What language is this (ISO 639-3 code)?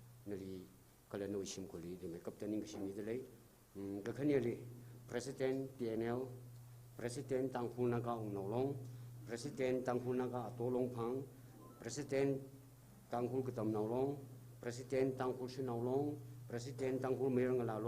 nmf